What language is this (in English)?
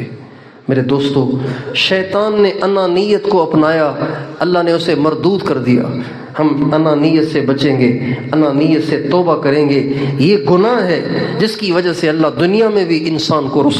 Urdu